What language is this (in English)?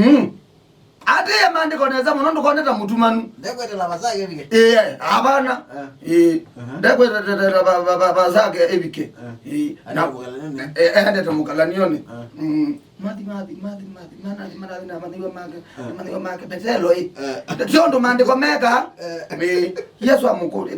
Kamba